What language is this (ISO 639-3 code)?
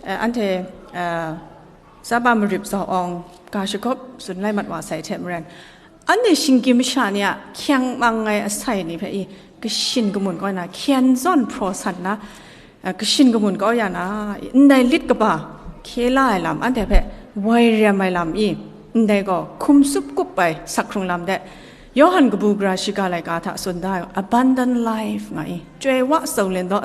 kac